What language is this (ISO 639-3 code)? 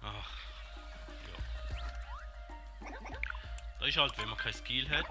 gsw